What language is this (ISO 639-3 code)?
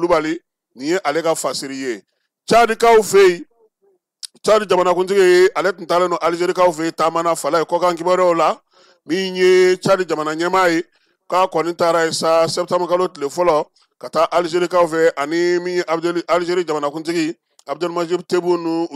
bam